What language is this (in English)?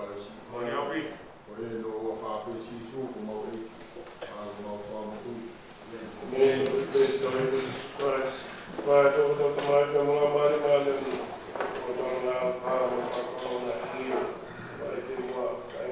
Tongan